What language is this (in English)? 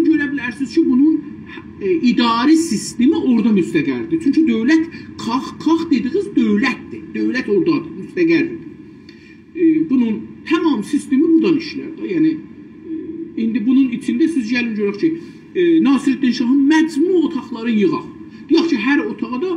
South Azerbaijani